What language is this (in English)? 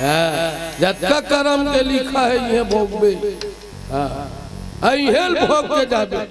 Chhattisgarhi